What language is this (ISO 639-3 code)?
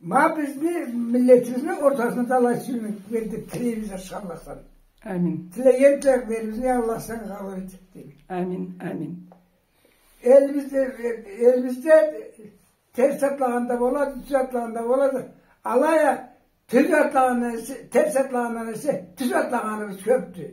krc